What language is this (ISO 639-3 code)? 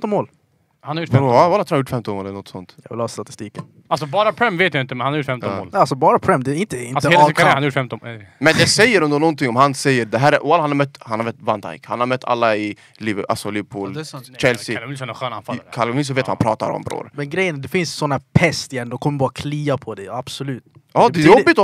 swe